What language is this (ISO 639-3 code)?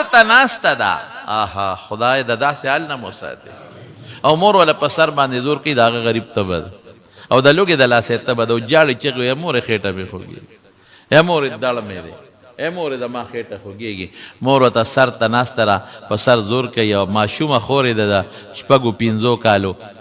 pus